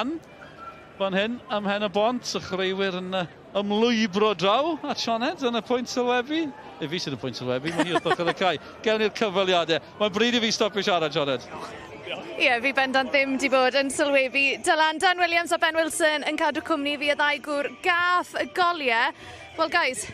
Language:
Welsh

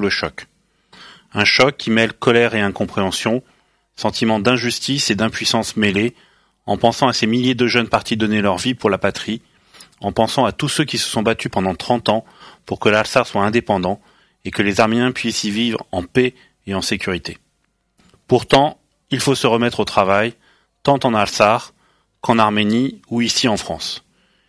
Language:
French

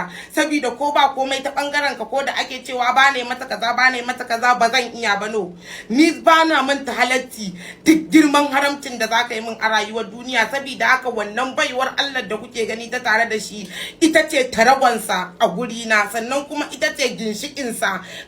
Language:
Hausa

